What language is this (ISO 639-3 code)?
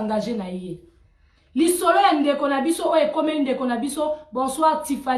lin